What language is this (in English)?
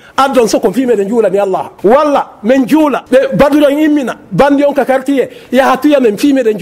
Fula